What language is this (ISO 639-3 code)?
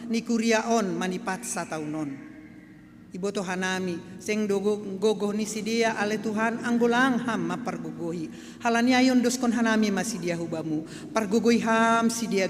bts